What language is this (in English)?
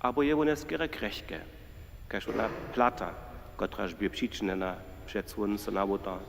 Upper Sorbian